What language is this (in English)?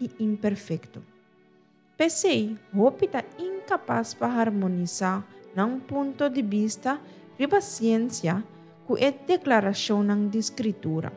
Papiamento